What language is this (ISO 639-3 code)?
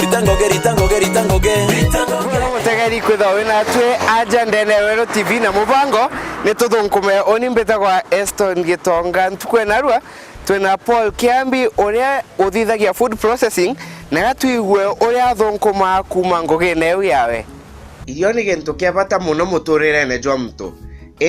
mer